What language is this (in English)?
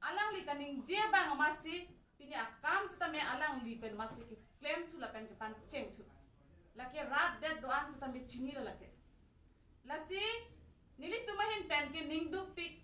Karbi